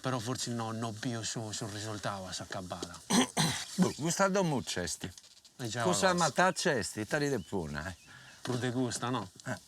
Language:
Sardinian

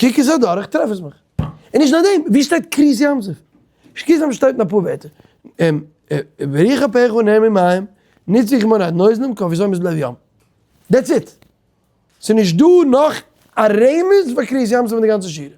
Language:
Yiddish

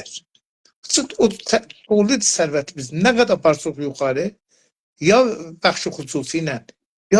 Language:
South Azerbaijani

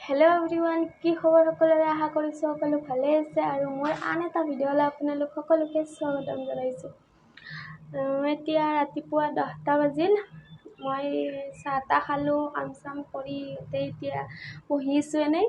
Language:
Assamese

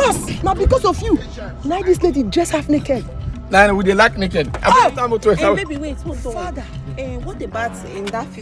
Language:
Nigerian Pidgin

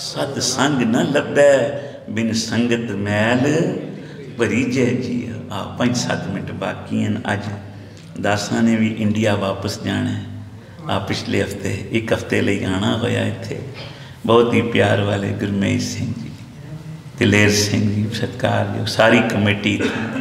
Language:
Punjabi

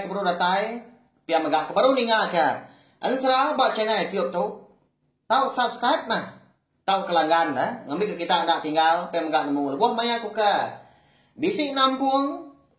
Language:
Iban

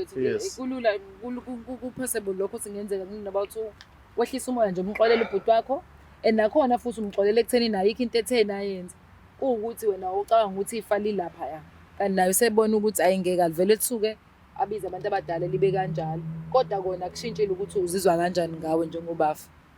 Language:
Zulu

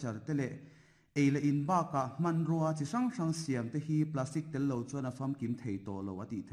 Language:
Mizo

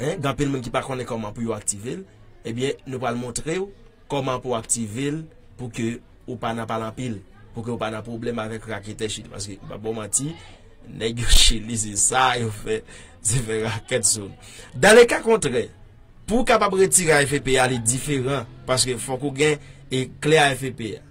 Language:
Haitian Creole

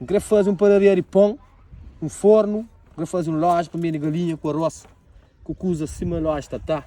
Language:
Kabuverdianu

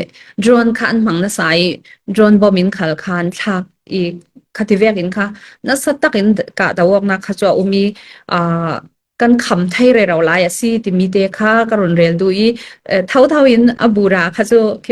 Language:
Falam Chin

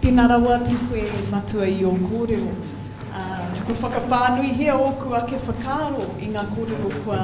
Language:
Māori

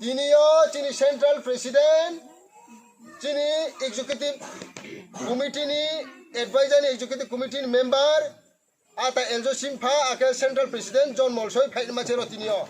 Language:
Riang (India)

